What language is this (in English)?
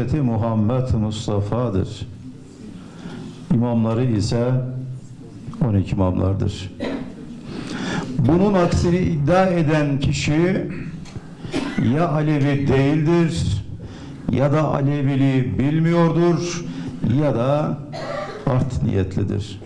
Turkish